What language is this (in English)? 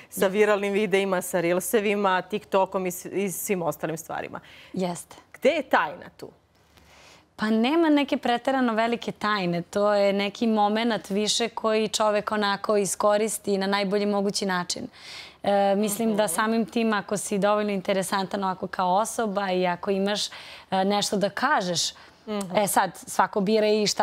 Serbian